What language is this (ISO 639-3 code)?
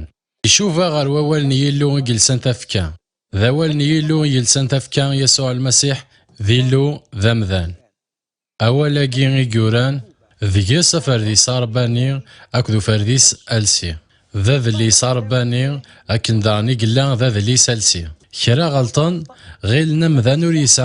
kab